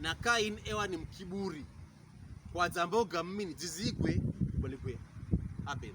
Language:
Pokomo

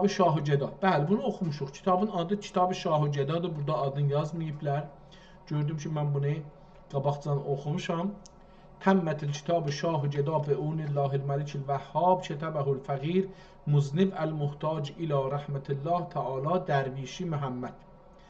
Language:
South Azerbaijani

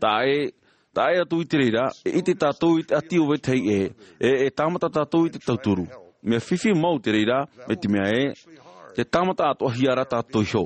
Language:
Tahitian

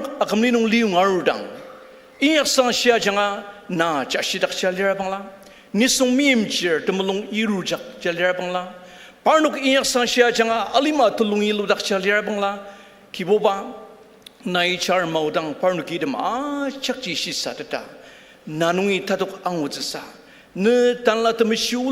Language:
Ao Naga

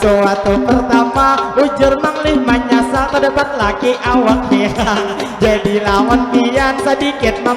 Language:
Banjar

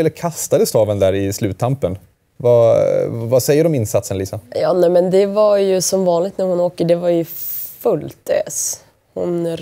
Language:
Swedish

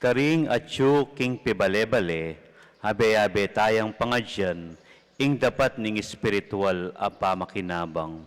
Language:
Pampanga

